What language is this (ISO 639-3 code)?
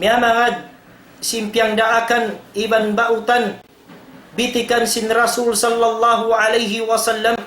tsg